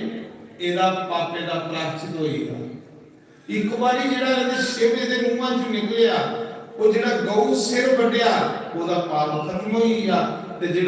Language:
Dogri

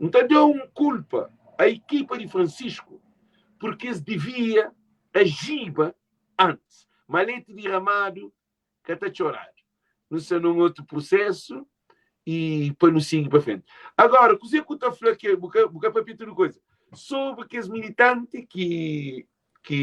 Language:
Kabuverdianu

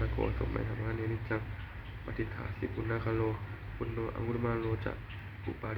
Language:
Pali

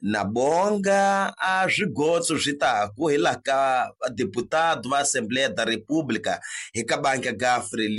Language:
Tsonga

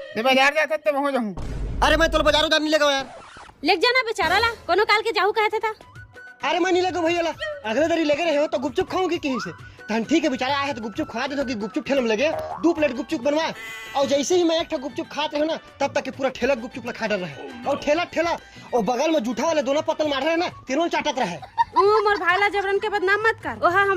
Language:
Chhattisgarhi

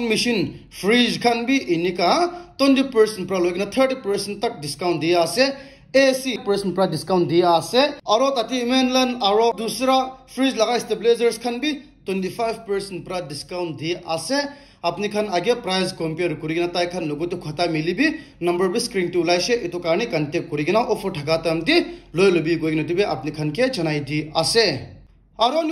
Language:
Naga Pidgin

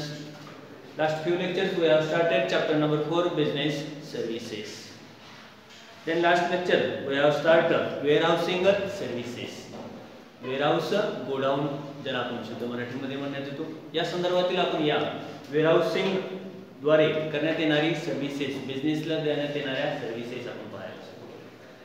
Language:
Marathi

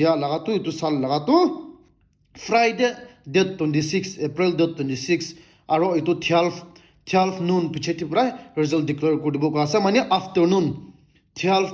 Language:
Naga Pidgin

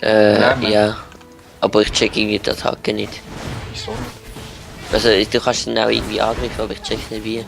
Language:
Swiss German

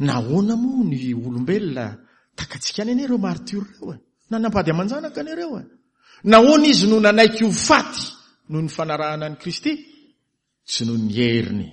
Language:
Malagasy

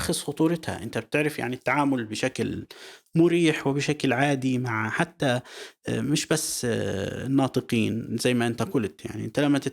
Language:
North Levantine Arabic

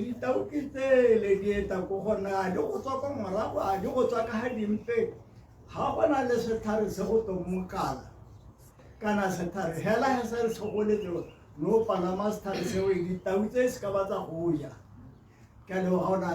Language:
Tswana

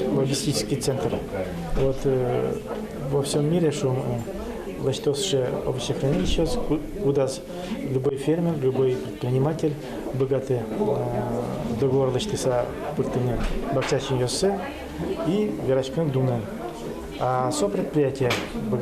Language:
Udmurt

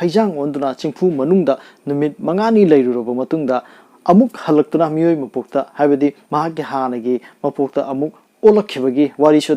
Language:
Manipuri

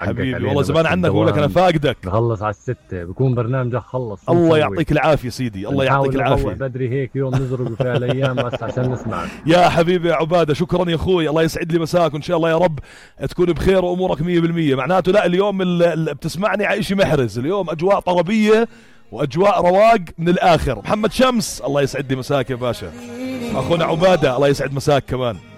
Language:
North Levantine Arabic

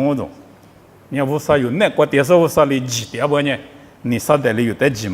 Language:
Lisu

